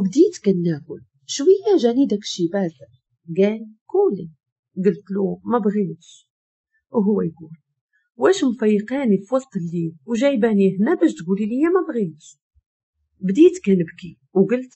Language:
Moroccan Arabic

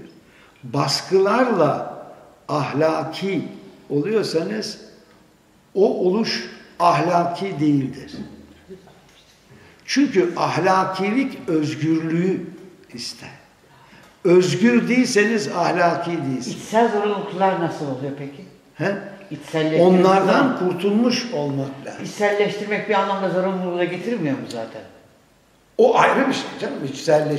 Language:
Turkish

